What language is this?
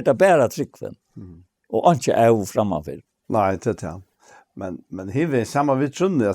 Faroese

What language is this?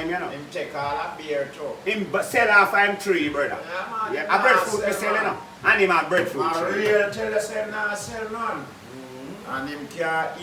Jamaican Creole English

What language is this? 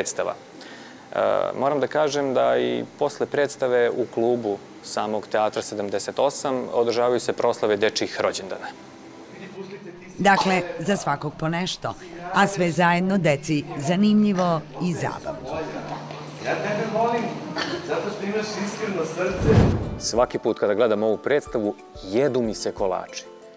Serbian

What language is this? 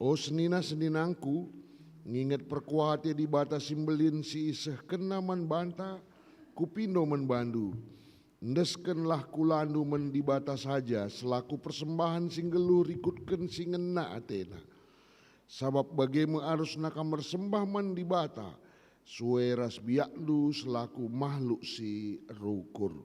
Batak Karo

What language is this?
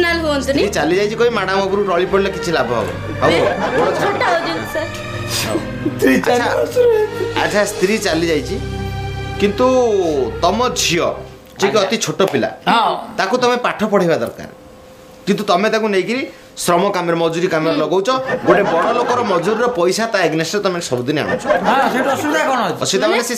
Odia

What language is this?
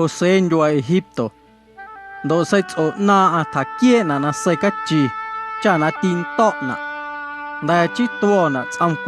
Guerrero Amuzgo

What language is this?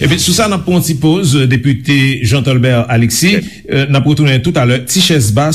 Haitian Creole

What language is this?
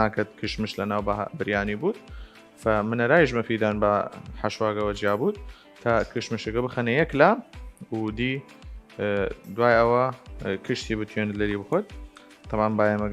Southern Kurdish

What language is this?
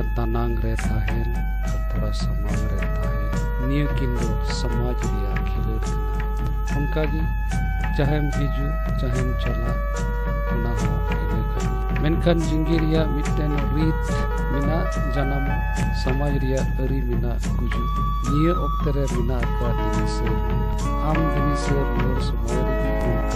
Santali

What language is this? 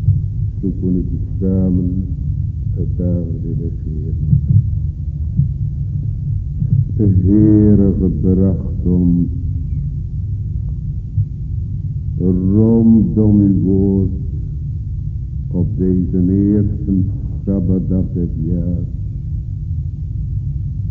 Dutch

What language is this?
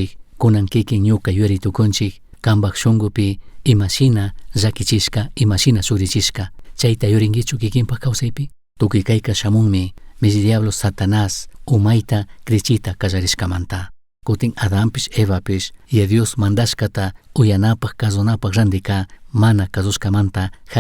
Chimborazo Highland Quichua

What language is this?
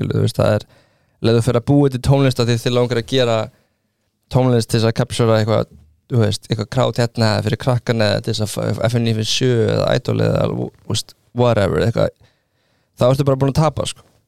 Icelandic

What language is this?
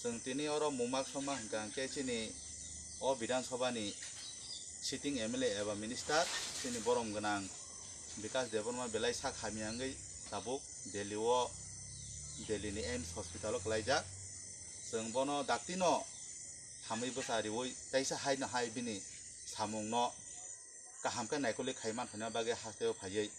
Kok Borok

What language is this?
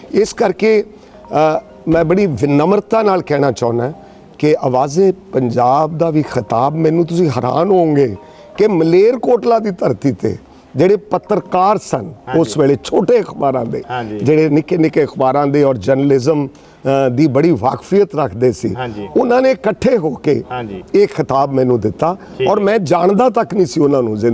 Punjabi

